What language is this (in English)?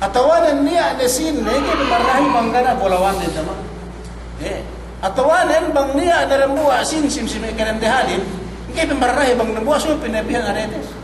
Yakan